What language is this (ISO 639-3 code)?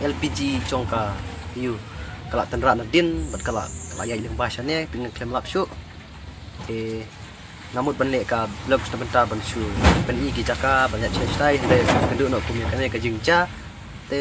kha